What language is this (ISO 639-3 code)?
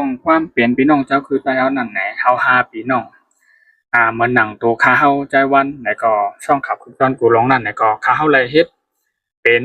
shn